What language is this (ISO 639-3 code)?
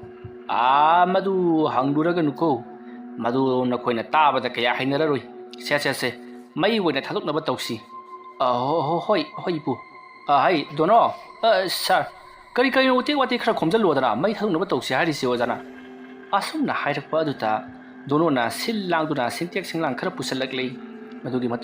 mni